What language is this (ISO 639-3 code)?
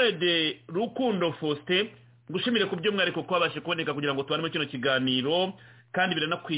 kin